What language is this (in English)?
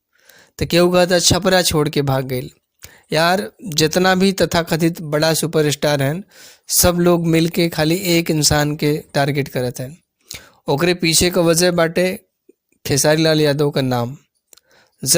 Bhojpuri